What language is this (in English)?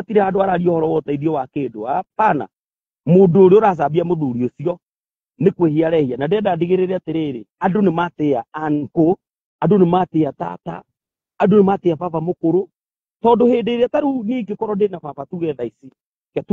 Kikuyu